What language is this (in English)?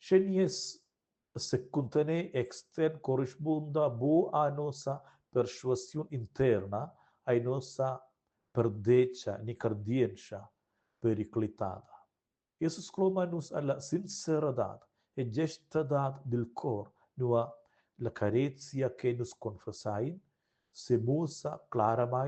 Romansh